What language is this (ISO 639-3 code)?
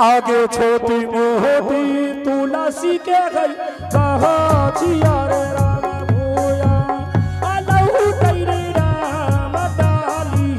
anp